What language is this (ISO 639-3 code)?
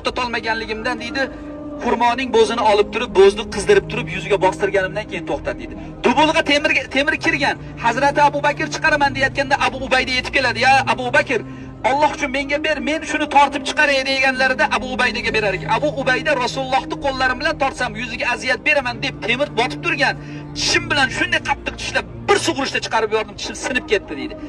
uzb